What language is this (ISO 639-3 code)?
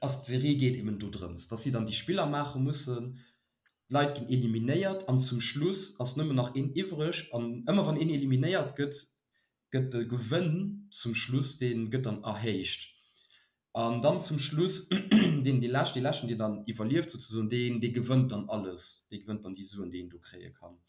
ltz